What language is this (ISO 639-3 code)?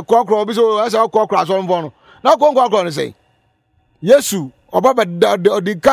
aka